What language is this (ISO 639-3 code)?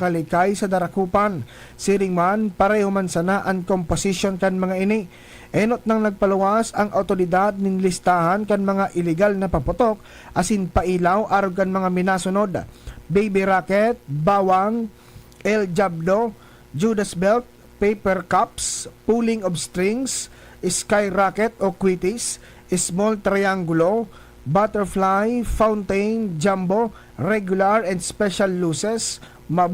bik